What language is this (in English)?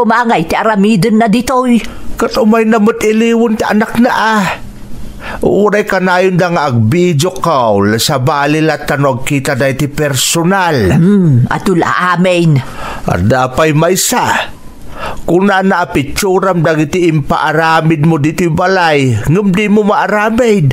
Iloko